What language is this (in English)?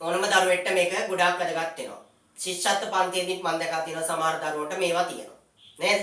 Sinhala